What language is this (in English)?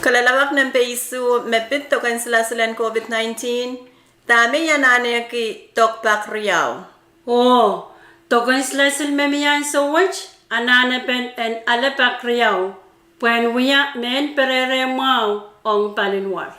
Pohnpeian